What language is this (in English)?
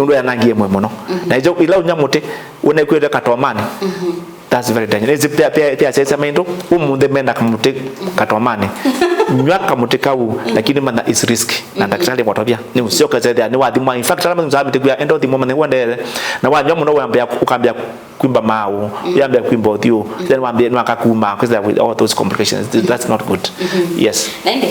Kamba